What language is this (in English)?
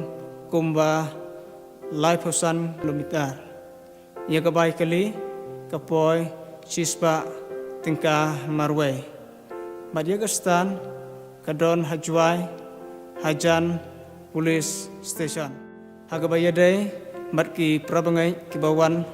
Khasi